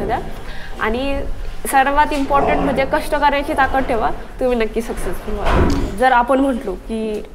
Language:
Marathi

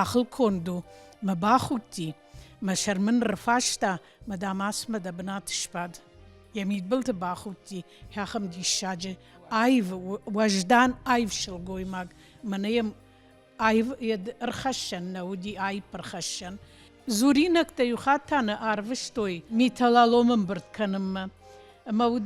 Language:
Ossetic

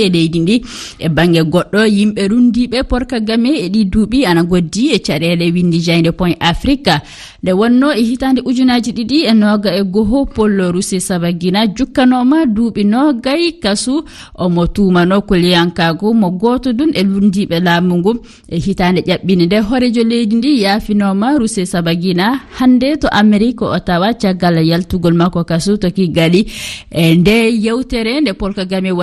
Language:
Fula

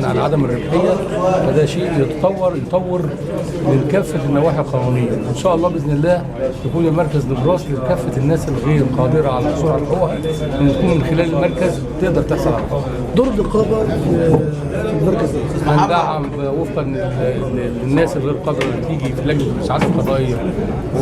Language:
Egyptian Arabic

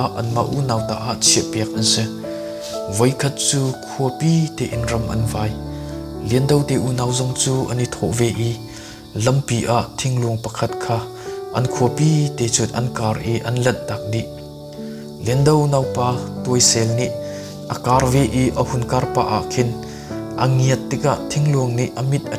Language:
Hakha Chin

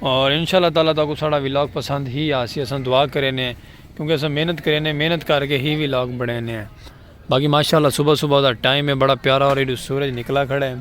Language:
Saraiki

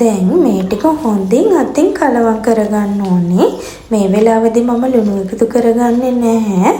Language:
Sinhala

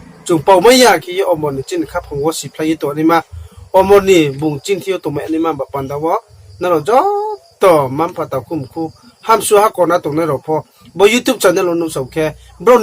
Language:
Riang (India)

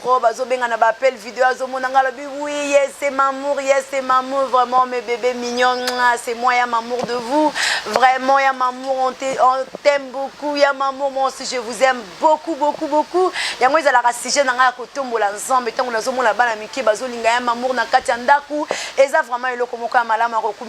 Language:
Lingala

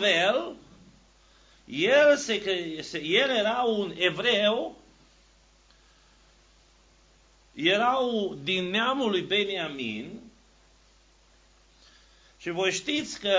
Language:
Romanian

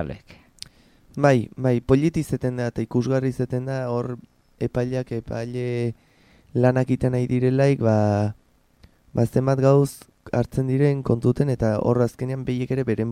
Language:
Basque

